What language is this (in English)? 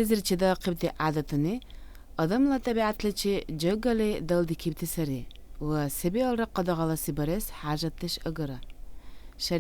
Dargwa